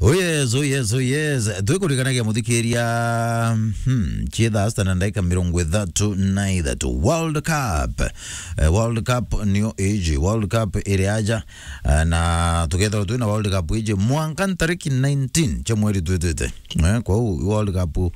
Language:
Meru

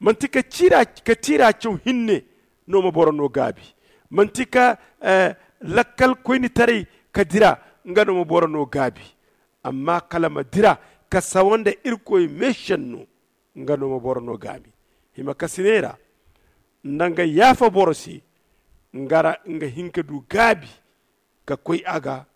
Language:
Zarma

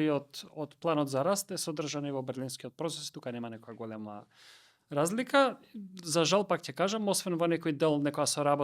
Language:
Macedonian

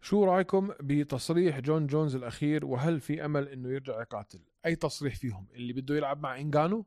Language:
North Levantine Arabic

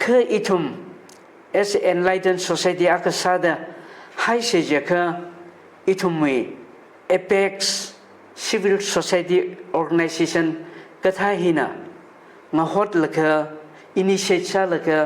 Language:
Tangkhul Naga (India)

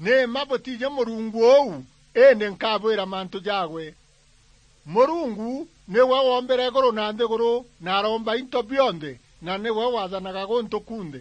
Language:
Meru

